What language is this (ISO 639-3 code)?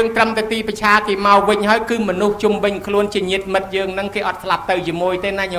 khm